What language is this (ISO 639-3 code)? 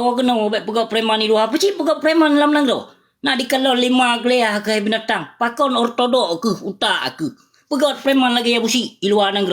ace